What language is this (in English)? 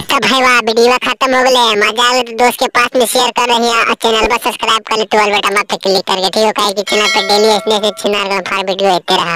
Magahi